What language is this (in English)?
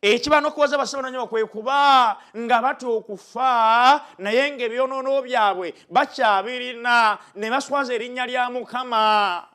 Ganda